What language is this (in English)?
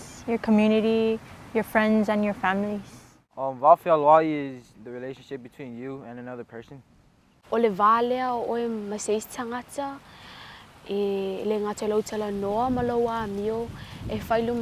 Samoan